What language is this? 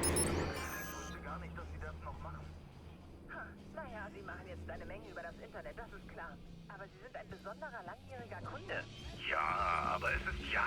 Bavarian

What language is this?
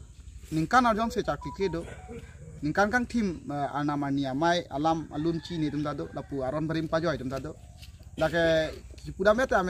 Karbi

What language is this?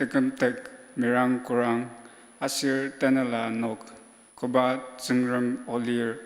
Ao Naga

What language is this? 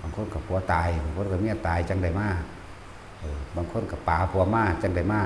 Northeastern Thai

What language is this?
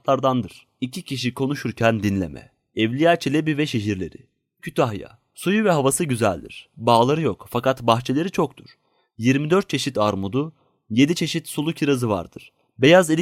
Turkish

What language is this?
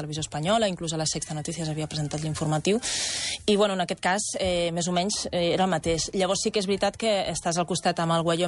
Catalan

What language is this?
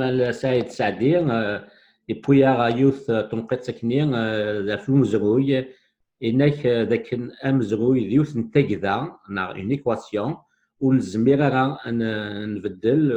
Kabyle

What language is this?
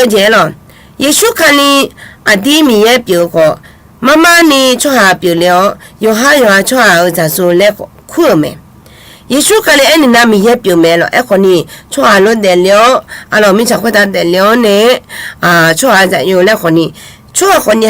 Akha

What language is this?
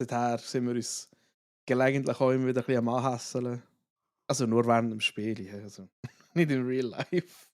Swiss German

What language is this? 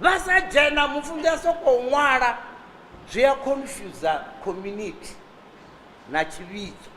Venda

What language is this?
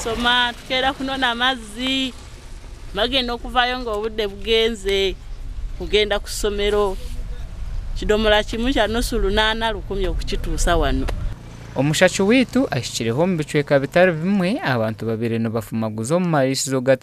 Nyankole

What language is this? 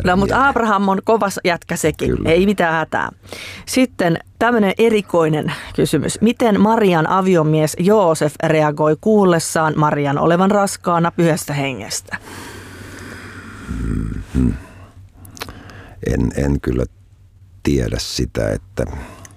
Finnish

